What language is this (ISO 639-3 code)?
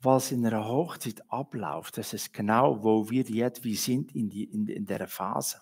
gsw